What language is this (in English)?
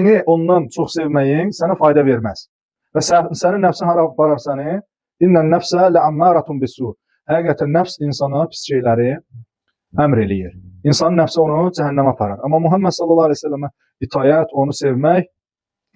Azerbaijani